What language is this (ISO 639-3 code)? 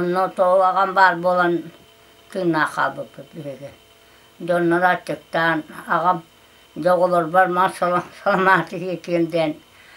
sah